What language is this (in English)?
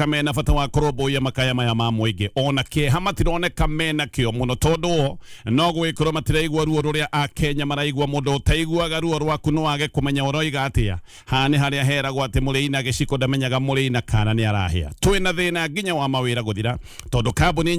Kikuyu